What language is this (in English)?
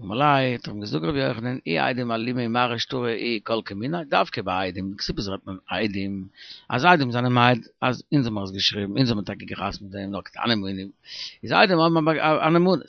Yiddish